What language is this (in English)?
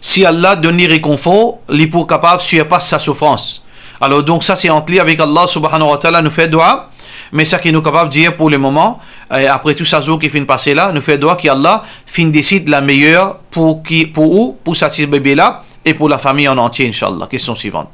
Morisyen